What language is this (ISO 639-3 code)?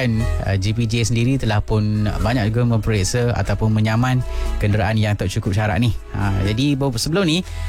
msa